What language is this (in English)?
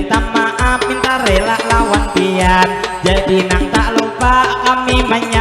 Banjar